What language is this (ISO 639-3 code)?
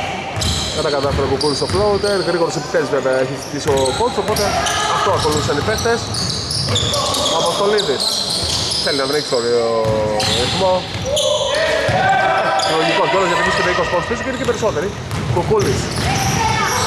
ell